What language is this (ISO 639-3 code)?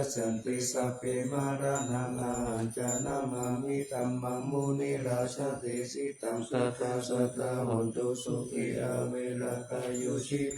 pli